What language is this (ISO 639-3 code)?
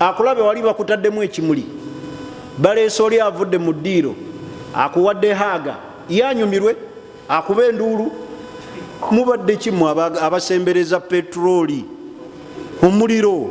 lug